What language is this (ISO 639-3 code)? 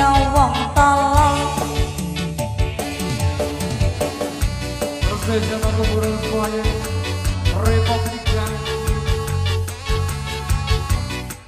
ind